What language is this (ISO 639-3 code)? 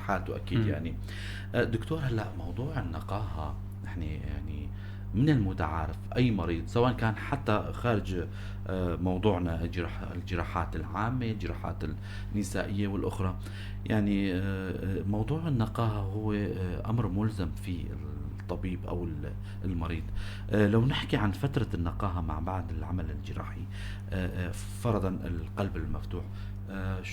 apc